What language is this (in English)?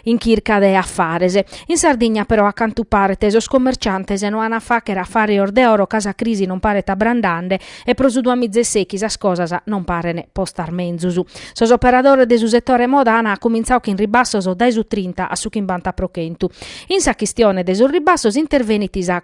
Sardinian